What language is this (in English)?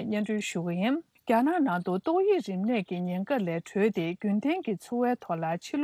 Tibetan